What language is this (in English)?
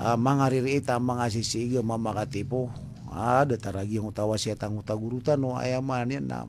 Maranao